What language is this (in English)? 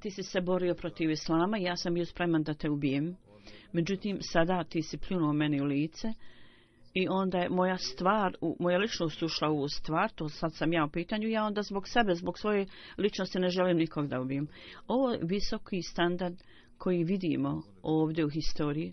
Bosnian